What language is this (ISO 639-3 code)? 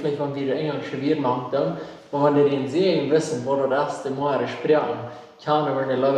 pdt